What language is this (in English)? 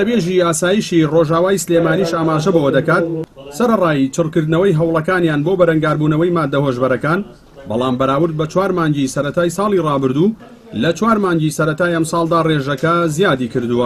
Central Kurdish